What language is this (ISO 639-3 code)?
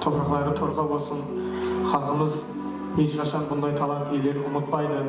kaa